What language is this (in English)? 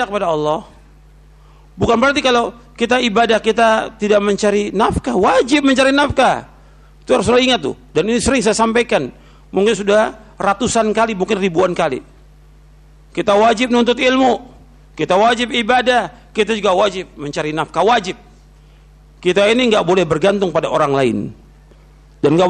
Indonesian